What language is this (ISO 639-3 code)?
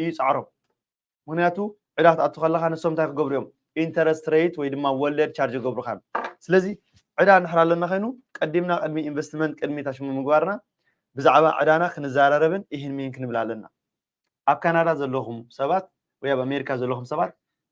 tir